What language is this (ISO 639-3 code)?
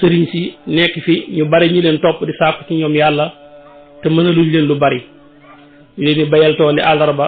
wol